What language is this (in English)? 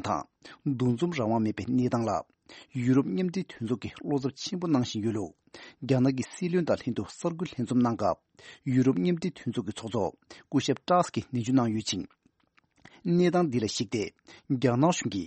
Tibetan